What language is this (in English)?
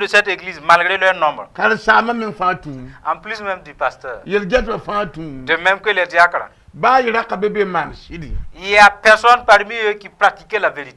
Mossi